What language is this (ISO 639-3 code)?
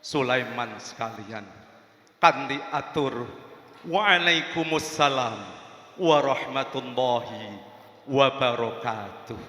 jav